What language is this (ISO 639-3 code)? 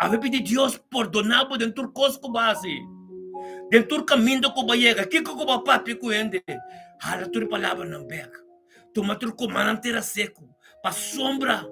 pap